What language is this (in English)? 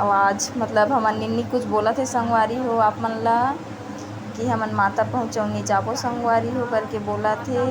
Chhattisgarhi